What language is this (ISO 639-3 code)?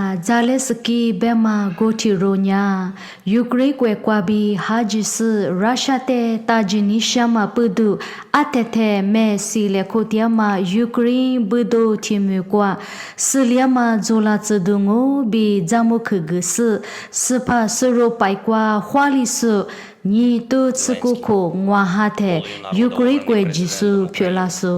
lis